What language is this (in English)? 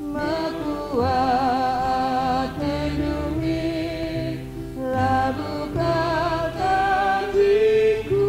Batak Karo